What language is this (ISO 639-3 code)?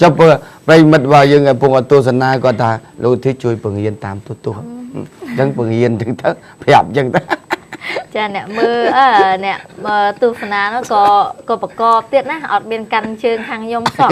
khm